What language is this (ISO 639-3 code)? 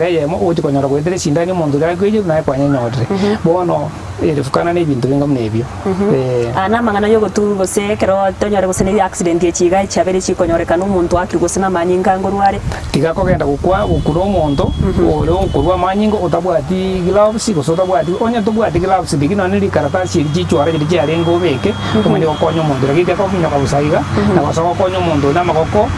guz